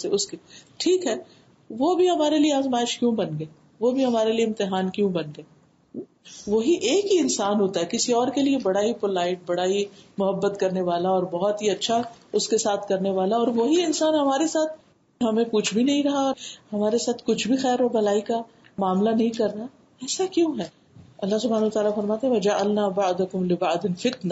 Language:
Urdu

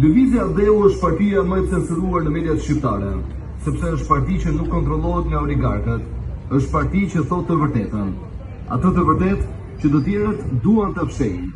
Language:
Albanian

